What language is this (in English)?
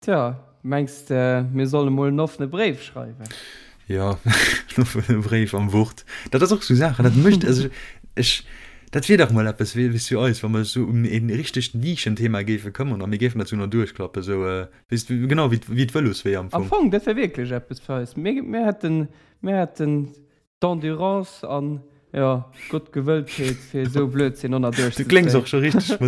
Luxembourgish